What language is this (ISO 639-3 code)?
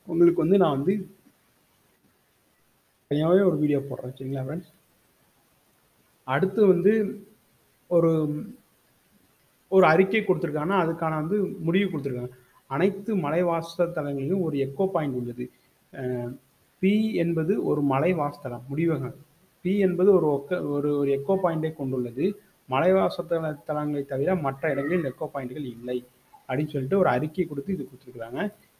tam